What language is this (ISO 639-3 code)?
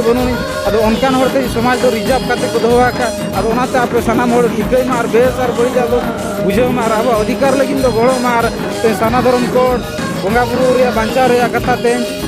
sat